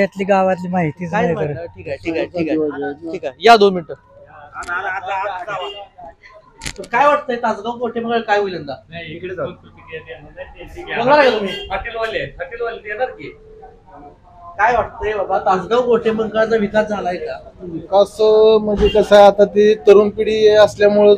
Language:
Marathi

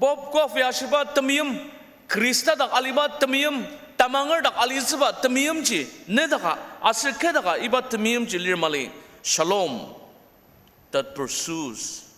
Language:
Ao Naga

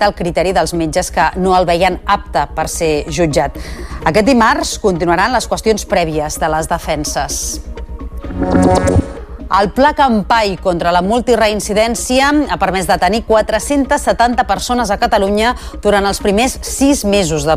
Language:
Catalan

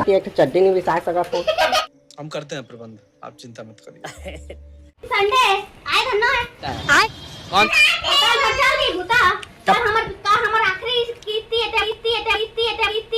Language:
Chhattisgarhi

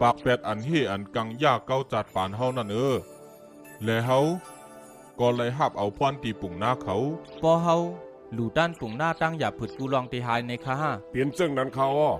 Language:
Shan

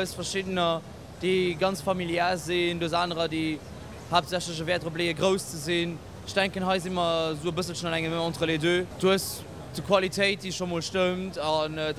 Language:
Luxembourgish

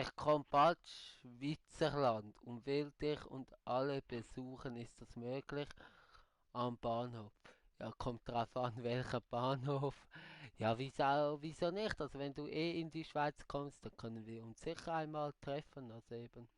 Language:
Swiss German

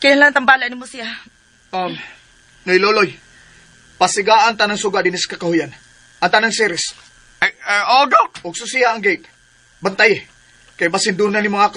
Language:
Cebuano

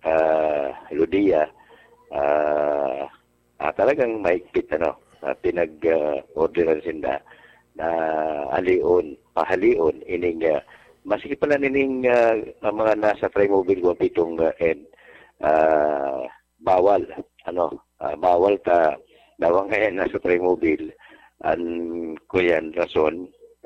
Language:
Bikol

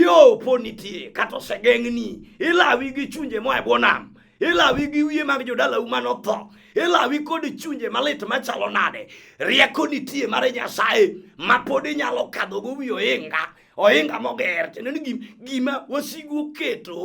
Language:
Luo (Kenya and Tanzania)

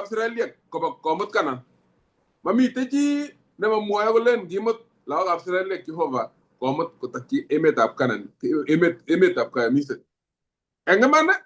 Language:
Kalenjin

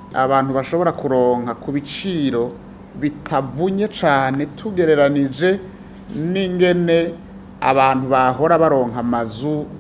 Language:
Rundi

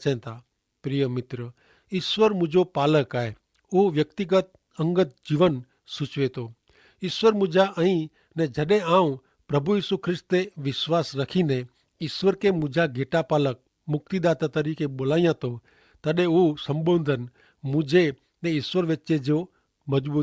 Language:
Kachhi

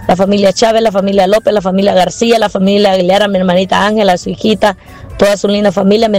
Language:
Spanish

